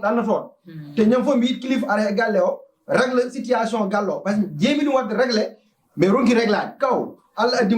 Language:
Fula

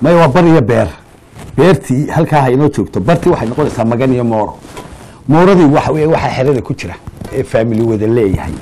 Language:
Somali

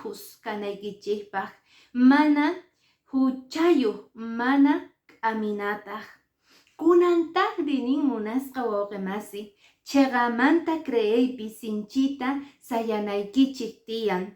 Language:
Quechua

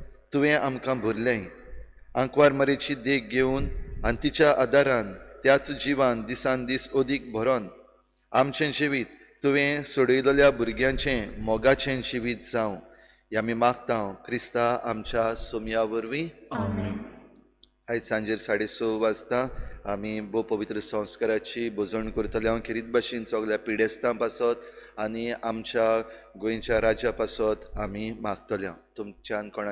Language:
Konkani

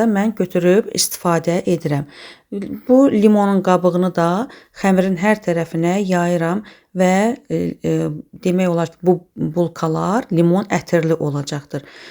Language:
Azerbaijani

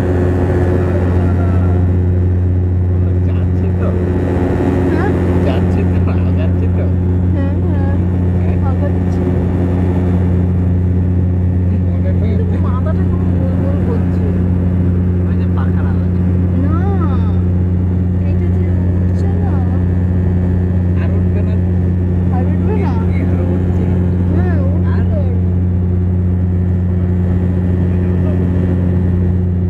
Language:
Bangla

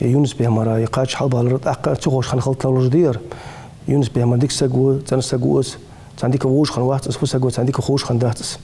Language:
Ingush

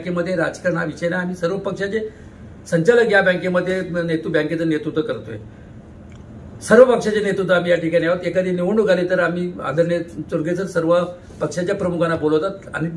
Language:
Marathi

